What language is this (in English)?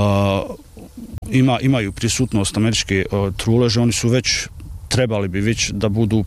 Bosnian